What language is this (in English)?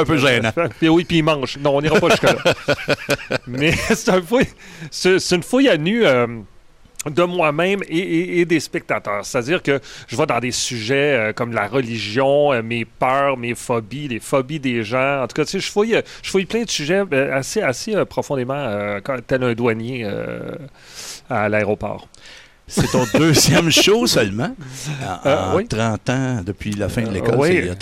French